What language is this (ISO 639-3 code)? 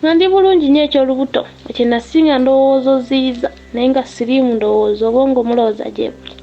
lug